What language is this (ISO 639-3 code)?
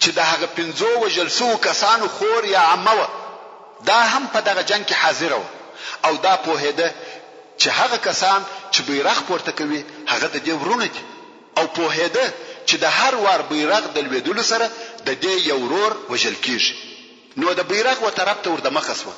pus